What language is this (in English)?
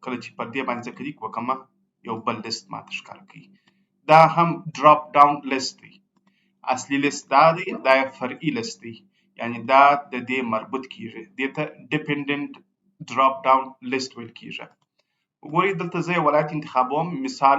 Pashto